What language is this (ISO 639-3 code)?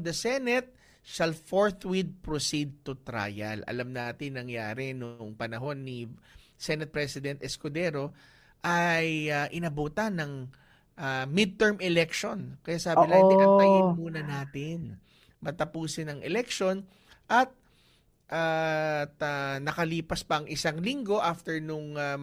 fil